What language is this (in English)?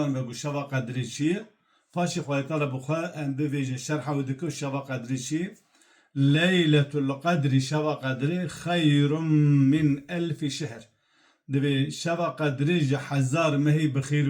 Kurdish